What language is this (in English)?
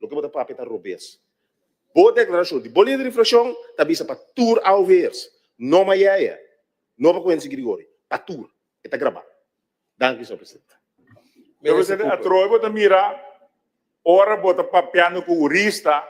Papiamento